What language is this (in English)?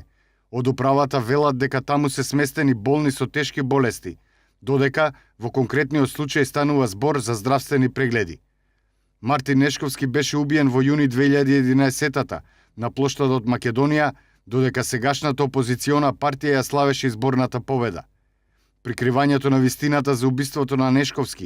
Macedonian